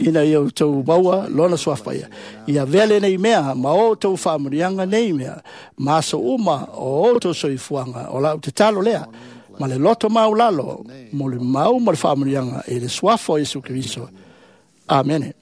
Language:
Samoan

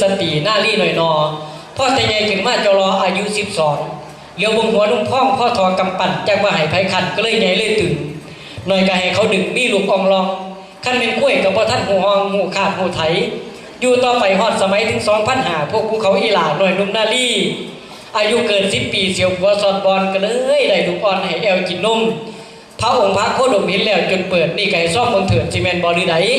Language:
Northeastern Thai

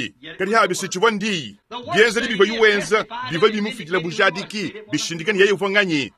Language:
Luba-Lulua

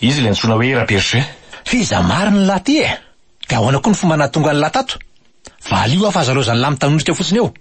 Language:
Malagasy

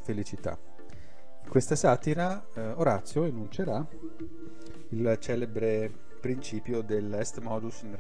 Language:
Italian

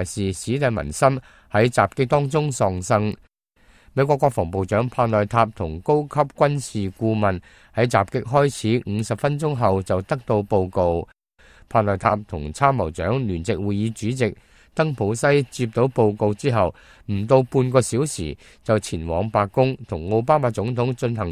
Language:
Cantonese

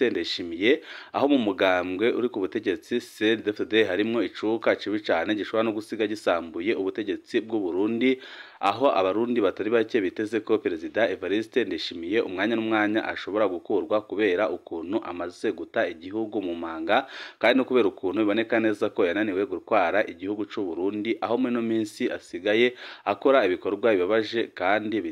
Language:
Rundi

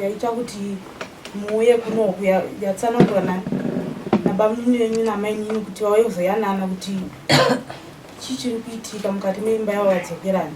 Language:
Shona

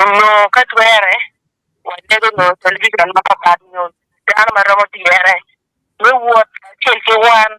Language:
Acoli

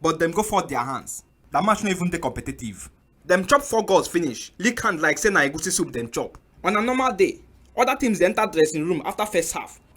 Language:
Nigerian Pidgin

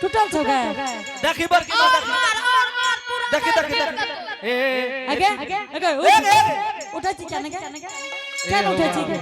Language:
Angika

